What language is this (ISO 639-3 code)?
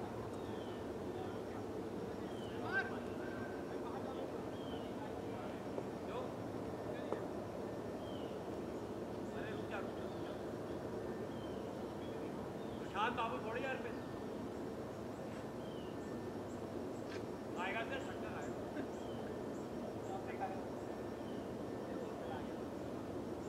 hin